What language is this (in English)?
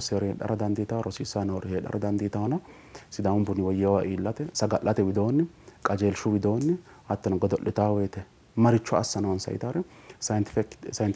Sidamo